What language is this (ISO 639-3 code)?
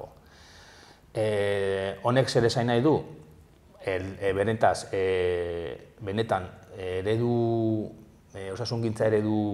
eus